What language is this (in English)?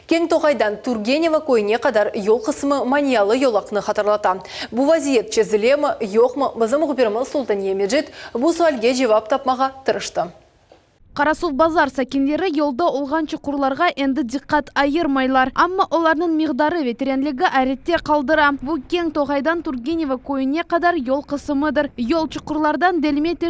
Crimean Tatar